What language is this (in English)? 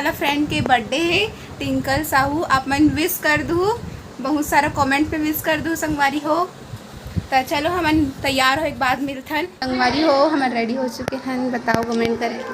Chhattisgarhi